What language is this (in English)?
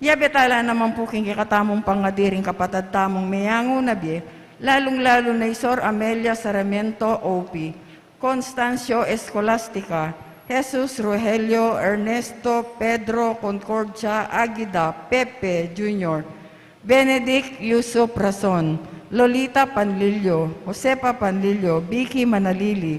Pampanga